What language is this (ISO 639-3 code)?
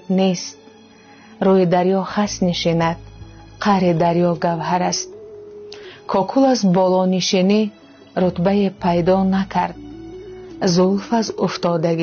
tgk